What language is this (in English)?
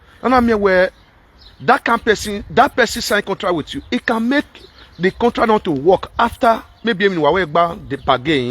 Nigerian Pidgin